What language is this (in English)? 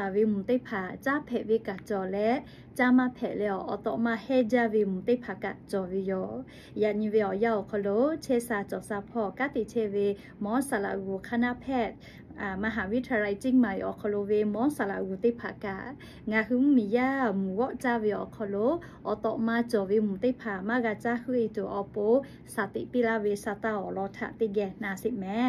Lahu